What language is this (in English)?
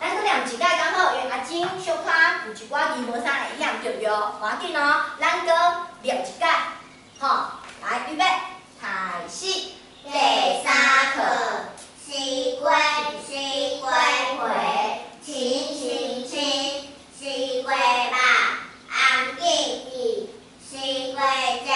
Min Nan Chinese